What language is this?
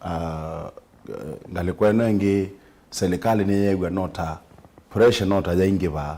Kamba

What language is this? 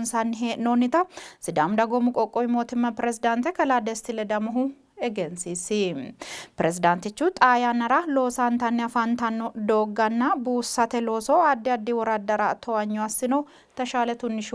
Sidamo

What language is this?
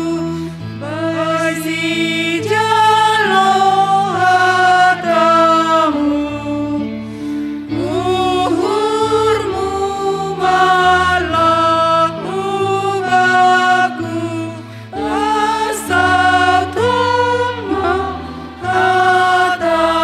Batak Simalungun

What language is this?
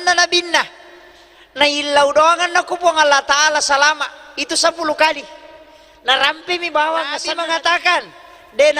Buginese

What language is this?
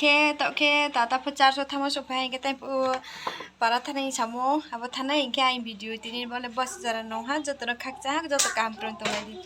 Riang (India)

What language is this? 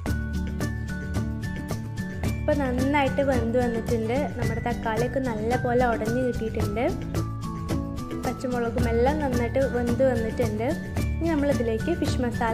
Malayalam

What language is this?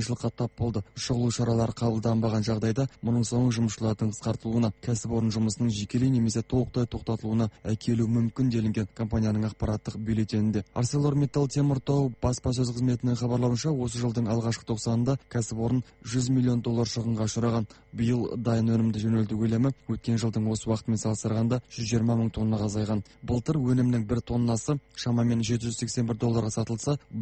Kazakh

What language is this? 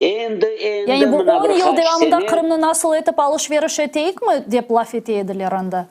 Crimean Tatar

